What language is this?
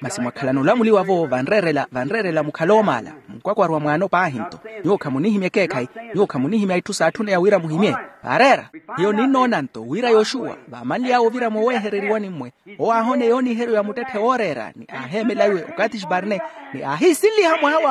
Makhuwa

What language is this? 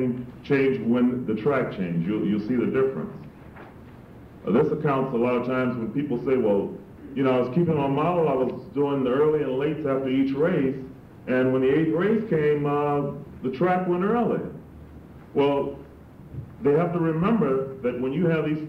English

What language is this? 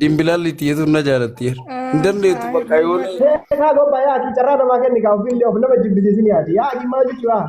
Oromo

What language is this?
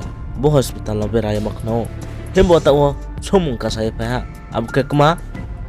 Riang (India)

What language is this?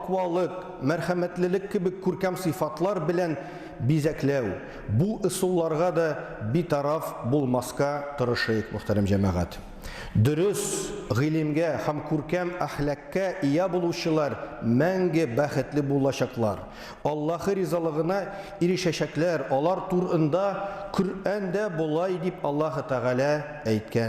Tatar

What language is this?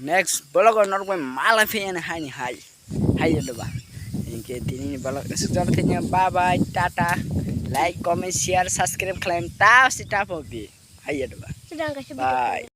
Kok Borok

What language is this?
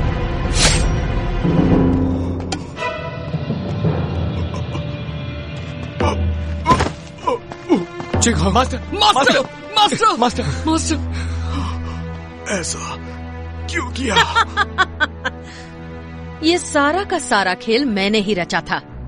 Hindi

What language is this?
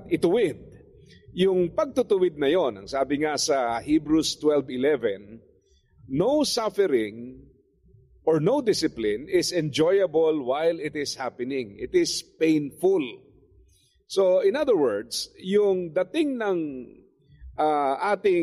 Filipino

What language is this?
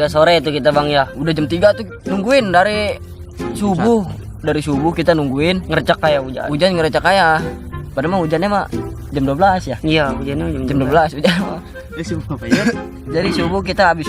Betawi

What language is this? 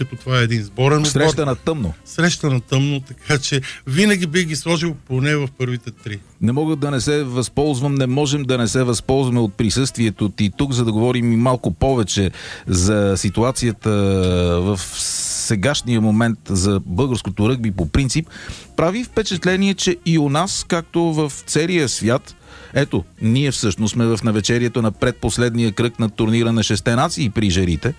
Bulgarian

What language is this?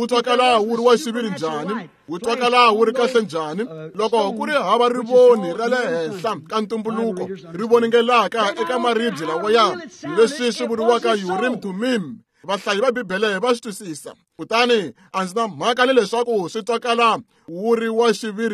Tsonga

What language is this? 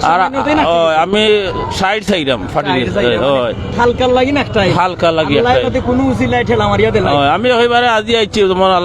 Sylheti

